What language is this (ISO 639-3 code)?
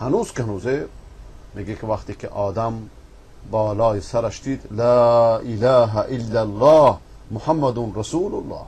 fas